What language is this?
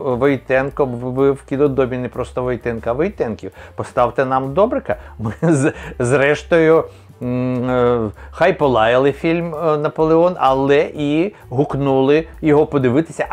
Ukrainian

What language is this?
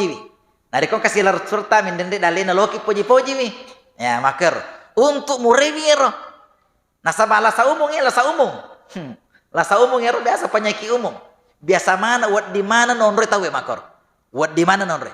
Buginese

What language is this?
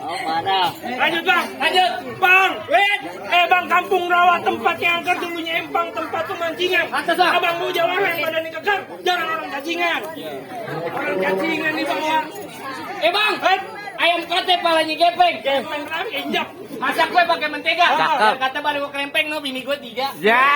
Betawi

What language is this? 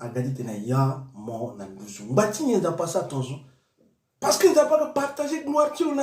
Sango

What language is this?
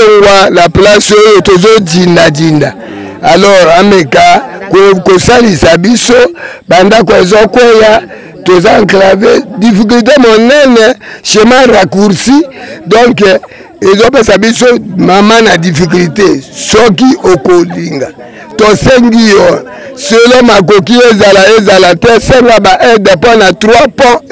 Lingala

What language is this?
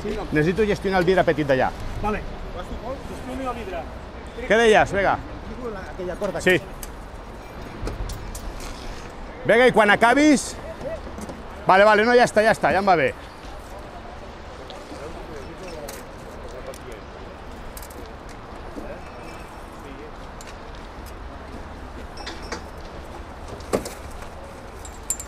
Catalan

